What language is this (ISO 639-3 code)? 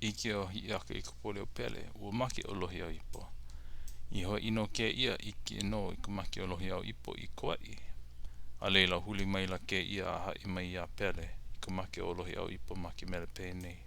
haw